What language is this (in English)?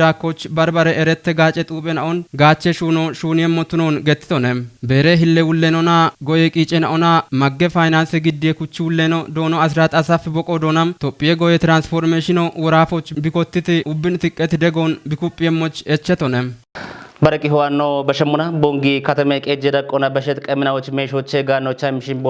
Kafa